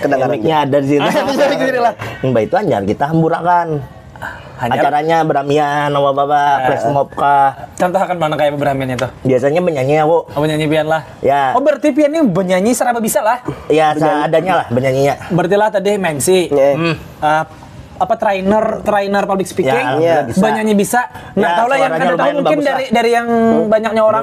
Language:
Banjar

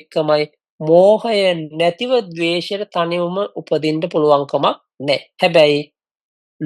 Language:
Sinhala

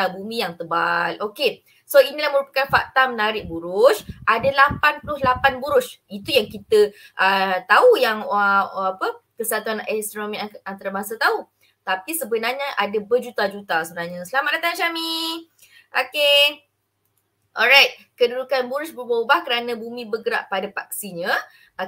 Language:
Malay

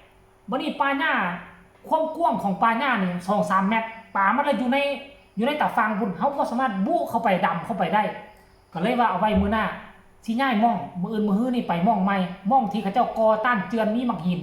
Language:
Northeastern Thai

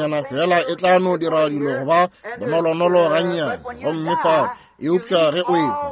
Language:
Northern Sotho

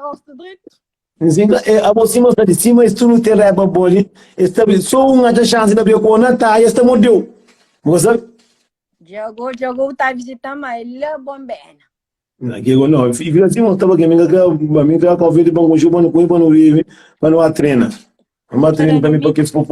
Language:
Kabuverdianu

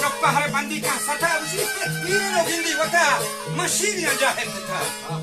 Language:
Baluchi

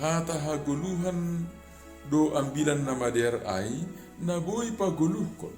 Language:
Batak Simalungun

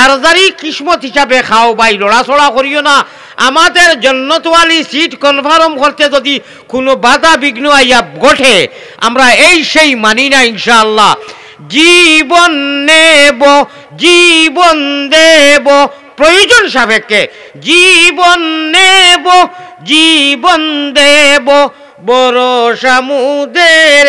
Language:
Sylheti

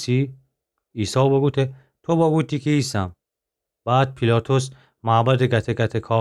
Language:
Gilaki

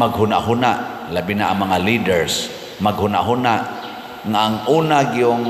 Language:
Cebuano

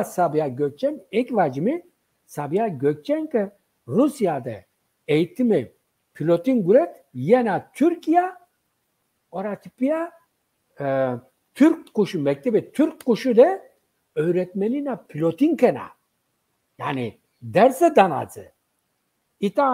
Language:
Zaza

